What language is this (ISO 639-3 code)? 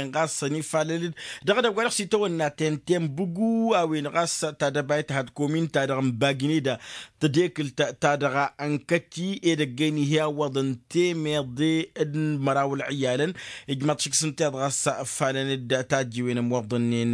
taq